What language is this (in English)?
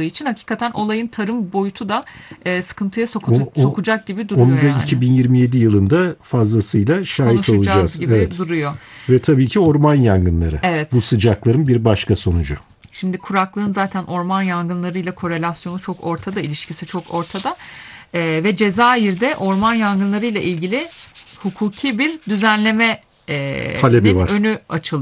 Turkish